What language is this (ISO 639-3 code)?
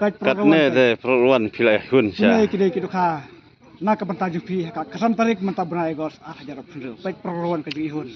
kha